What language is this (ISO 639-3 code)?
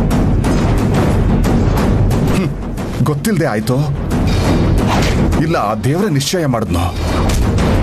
kan